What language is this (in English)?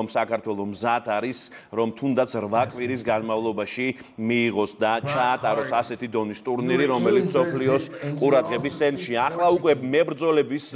Georgian